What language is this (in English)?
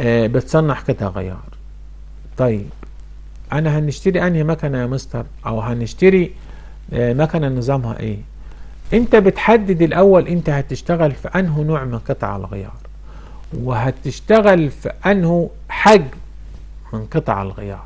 Egyptian Arabic